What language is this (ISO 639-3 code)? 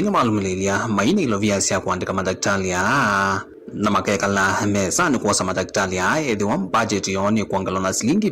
kam